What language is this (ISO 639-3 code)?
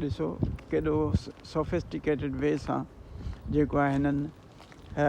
snd